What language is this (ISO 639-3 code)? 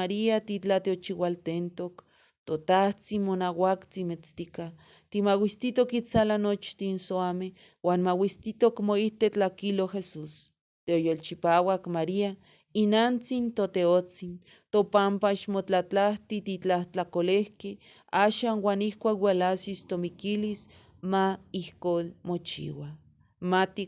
nhe